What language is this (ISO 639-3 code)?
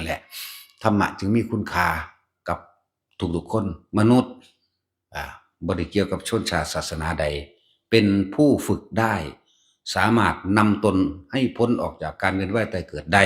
tts